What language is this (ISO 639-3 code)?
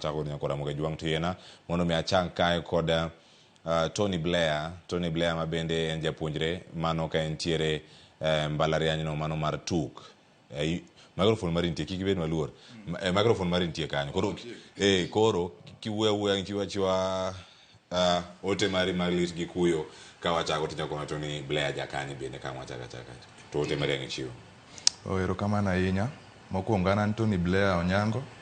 luo